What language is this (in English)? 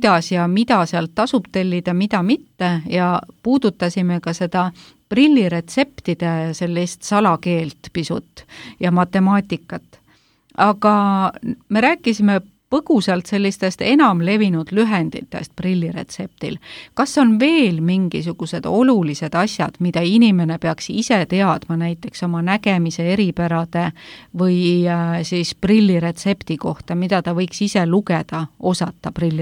Estonian